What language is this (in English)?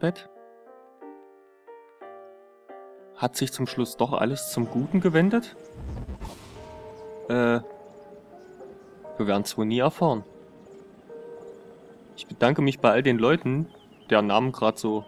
German